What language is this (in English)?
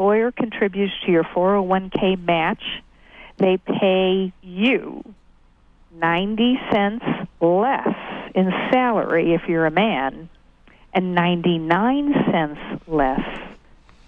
English